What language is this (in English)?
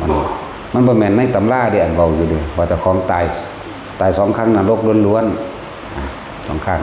Northeastern Thai